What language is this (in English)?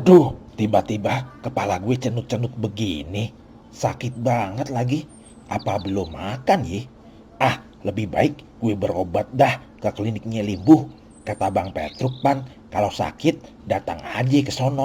Betawi